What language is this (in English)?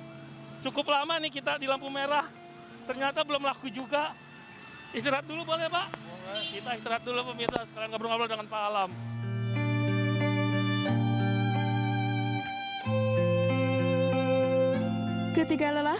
Indonesian